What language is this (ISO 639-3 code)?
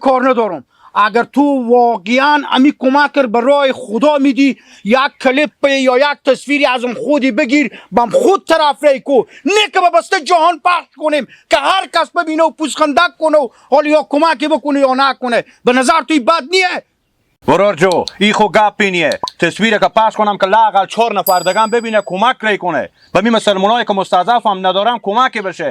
haz